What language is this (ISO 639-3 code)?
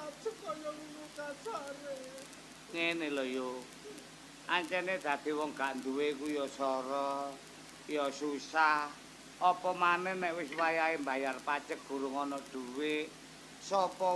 jav